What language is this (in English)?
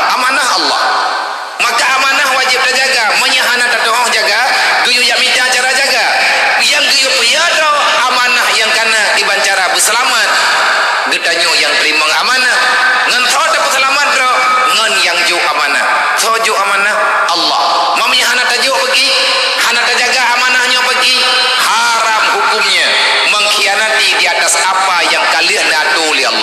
Achinese